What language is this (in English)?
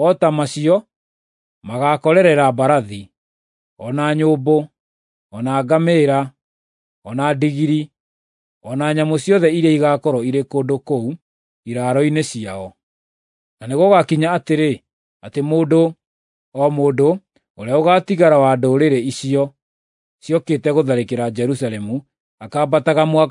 Kikuyu